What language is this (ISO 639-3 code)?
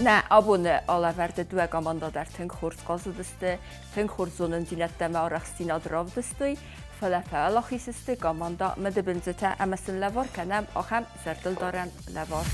oss